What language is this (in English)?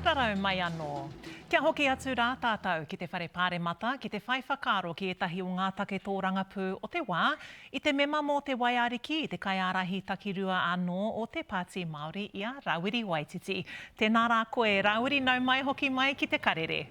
Māori